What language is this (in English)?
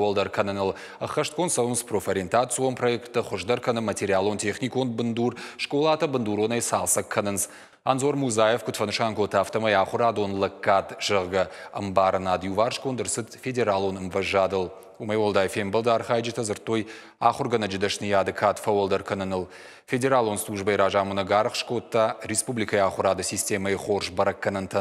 Ossetic